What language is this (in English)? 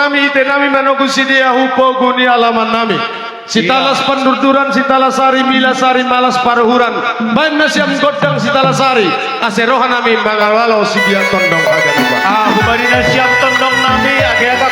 Batak Simalungun